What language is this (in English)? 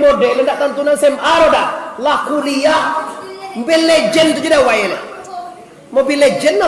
Minangkabau